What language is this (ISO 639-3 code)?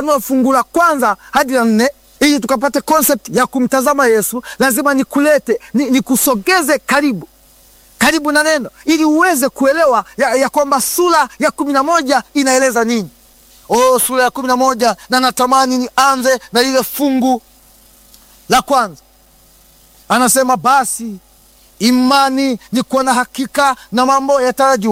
swa